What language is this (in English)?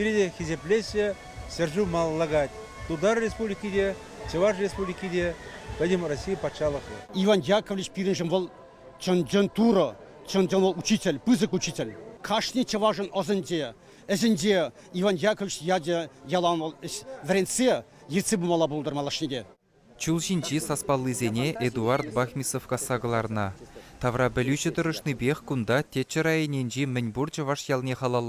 Chuvash